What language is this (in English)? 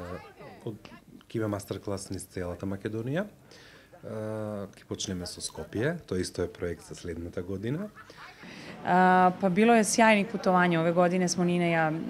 Macedonian